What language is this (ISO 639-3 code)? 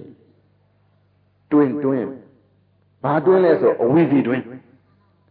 mya